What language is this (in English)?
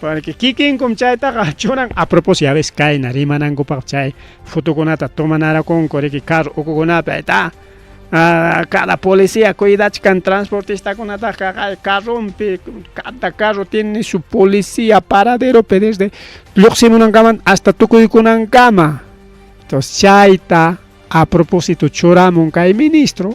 Ayacucho Quechua